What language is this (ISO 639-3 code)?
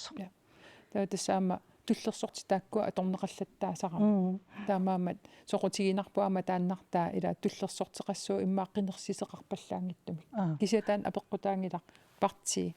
kal